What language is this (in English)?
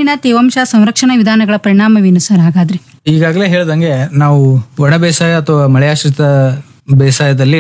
Kannada